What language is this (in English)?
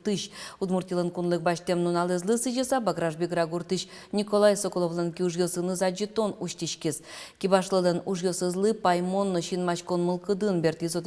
Udmurt